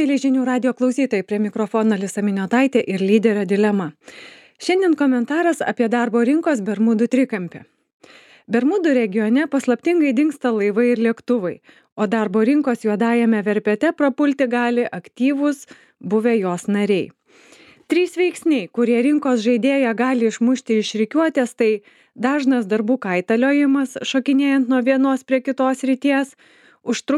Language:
Lithuanian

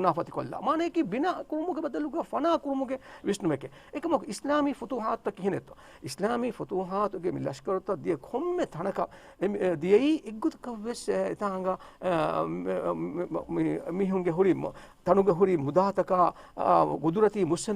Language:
Divehi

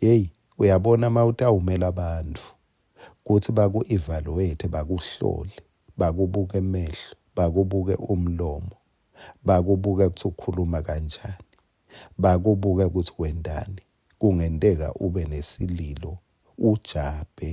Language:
Swati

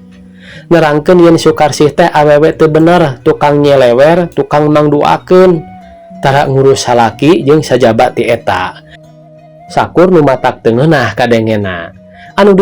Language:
Sundanese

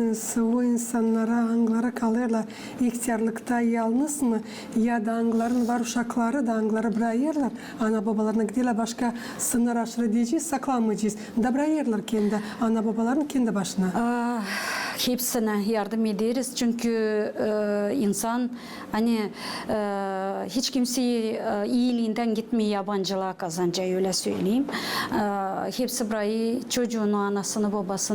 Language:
Gagauz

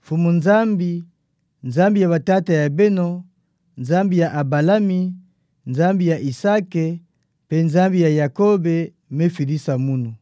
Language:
Kituba (Democratic Republic of Congo)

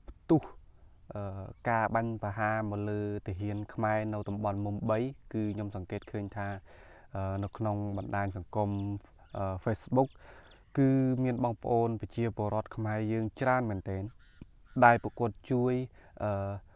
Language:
Khmer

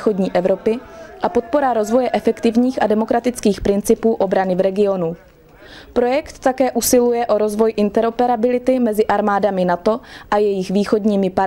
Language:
Czech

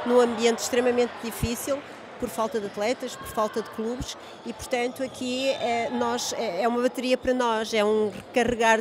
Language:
Portuguese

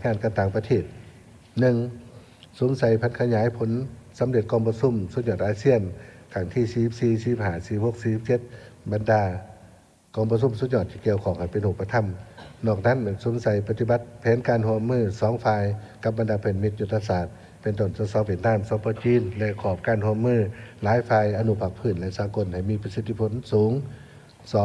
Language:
Lao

